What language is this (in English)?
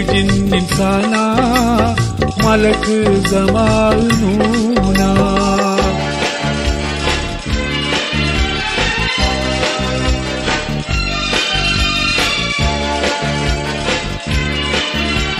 Malayalam